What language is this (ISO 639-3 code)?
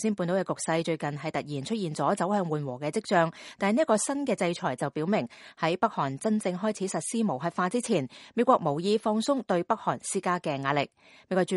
yue